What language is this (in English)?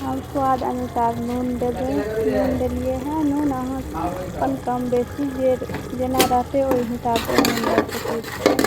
Maithili